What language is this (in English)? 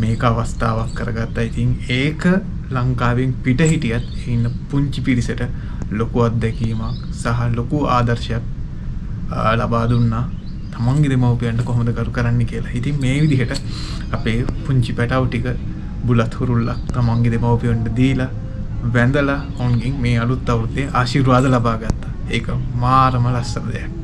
Sinhala